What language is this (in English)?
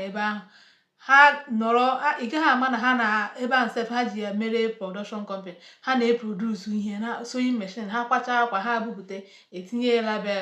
Igbo